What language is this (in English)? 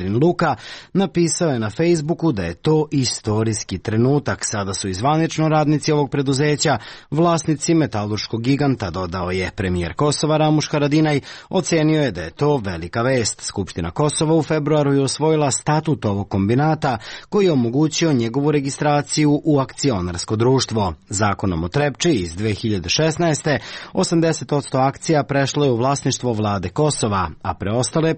Serbian